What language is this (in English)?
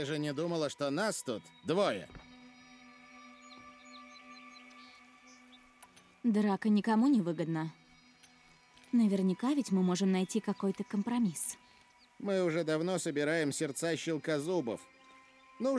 Russian